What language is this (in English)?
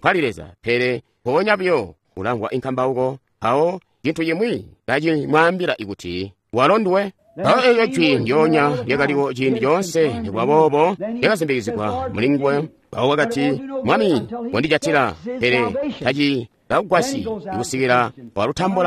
Tonga (Zambia)